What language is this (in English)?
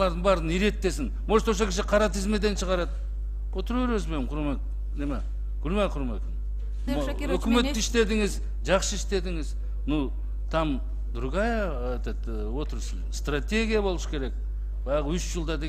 Kyrgyz